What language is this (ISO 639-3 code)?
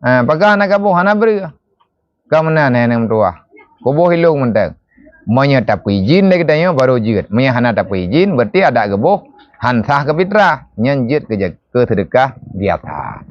ace